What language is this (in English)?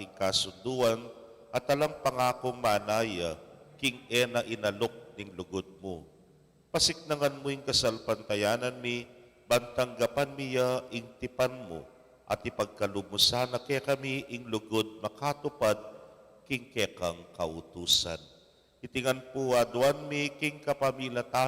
Pampanga